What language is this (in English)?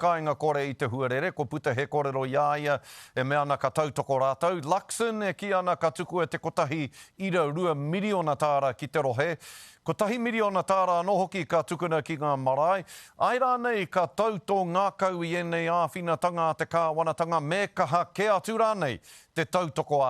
Māori